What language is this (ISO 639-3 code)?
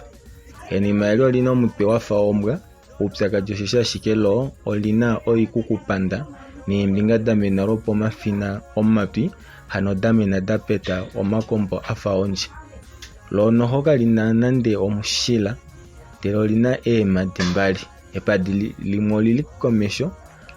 kua